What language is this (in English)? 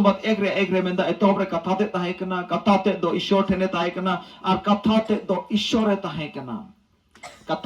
Santali